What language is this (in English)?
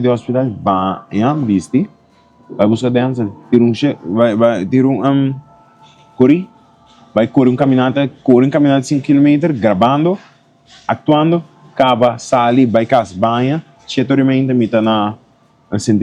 Papiamento